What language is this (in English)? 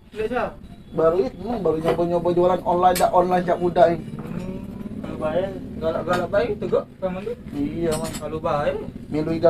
Musi